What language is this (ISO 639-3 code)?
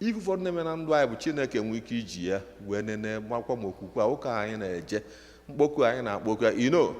ibo